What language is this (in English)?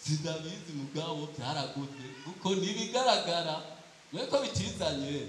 Rundi